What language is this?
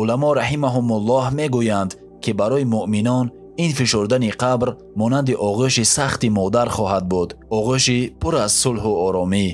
Tajik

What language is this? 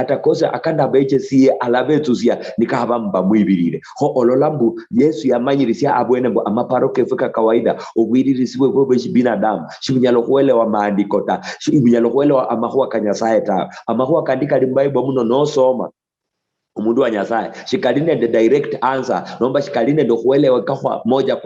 Luyia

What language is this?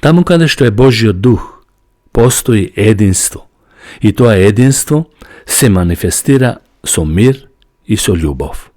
Macedonian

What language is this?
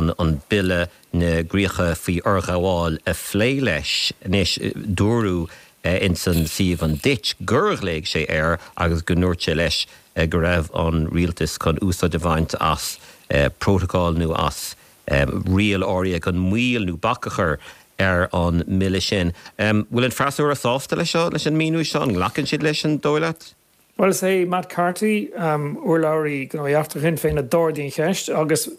Irish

